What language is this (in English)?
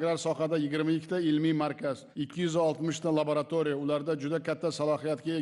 Uzbek